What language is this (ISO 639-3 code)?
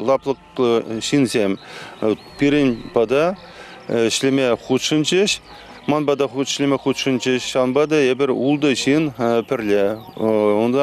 chv